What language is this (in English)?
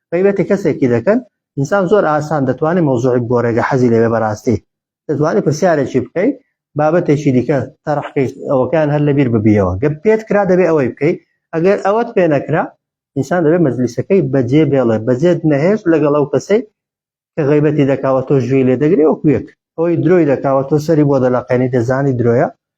Central Kurdish